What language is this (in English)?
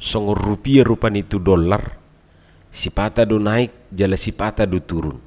Batak Toba